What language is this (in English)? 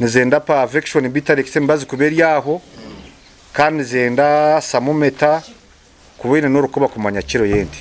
Nyankole